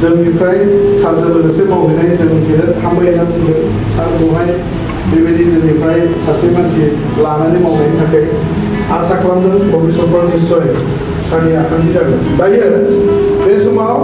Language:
Bodo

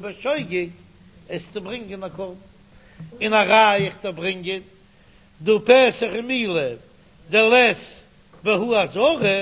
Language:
Yiddish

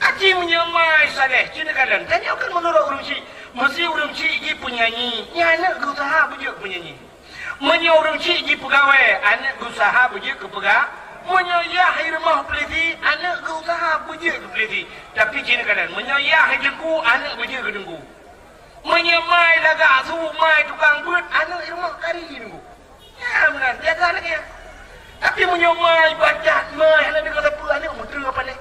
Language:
Achinese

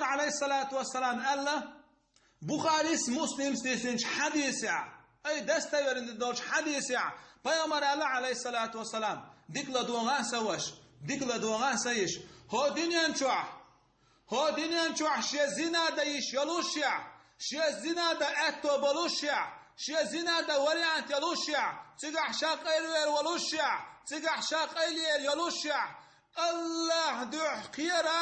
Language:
Chechen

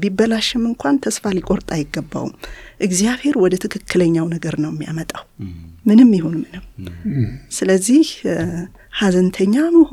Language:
Amharic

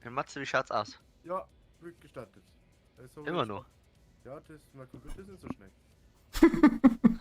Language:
Bavarian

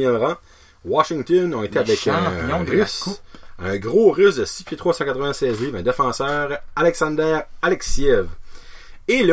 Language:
French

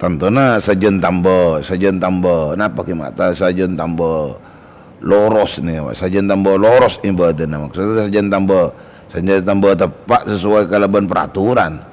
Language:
Madurese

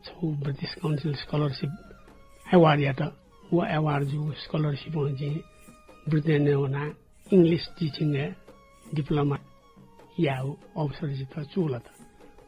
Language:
Newari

